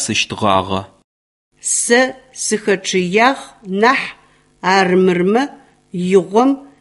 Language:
Adyghe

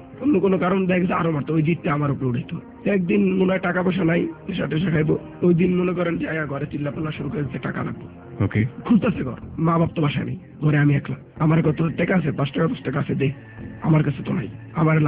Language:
Bangla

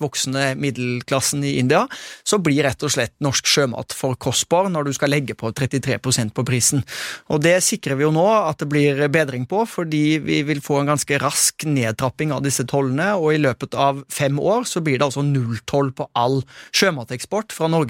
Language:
Norwegian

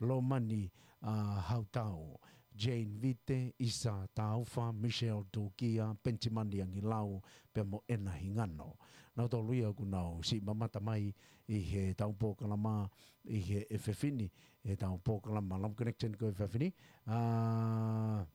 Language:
Tongan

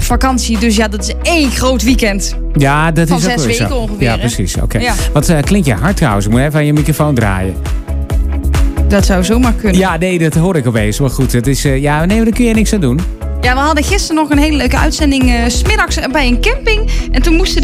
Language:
Dutch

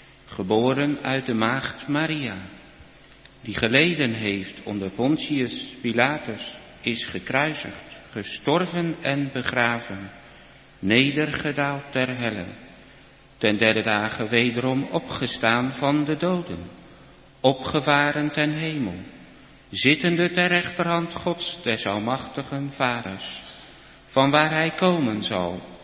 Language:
Dutch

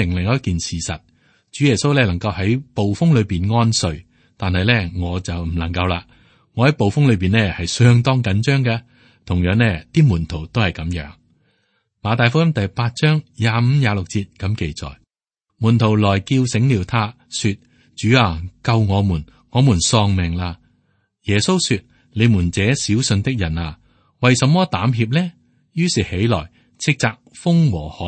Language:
Cantonese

